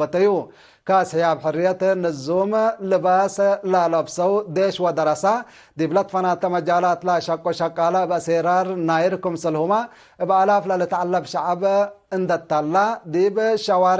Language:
Tigre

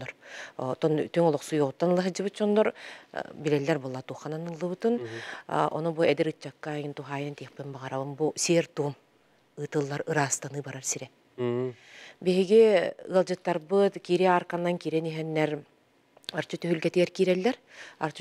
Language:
Yakut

